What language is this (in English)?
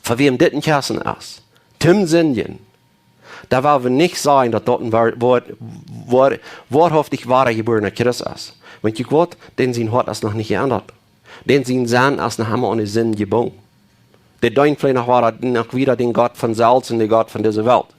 Plautdietsch